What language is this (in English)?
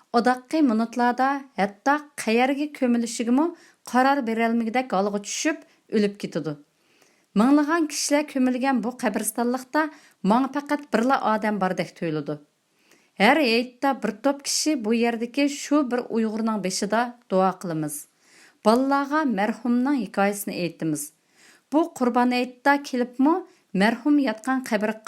Uyghur